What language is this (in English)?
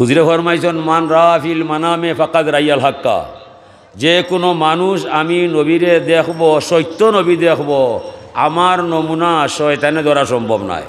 Sylheti